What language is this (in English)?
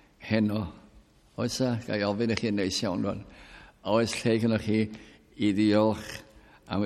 Welsh